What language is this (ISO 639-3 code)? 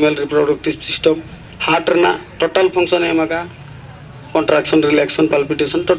sat